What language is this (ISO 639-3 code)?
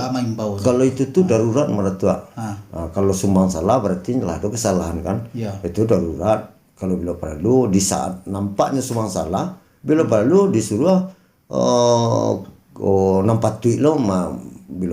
min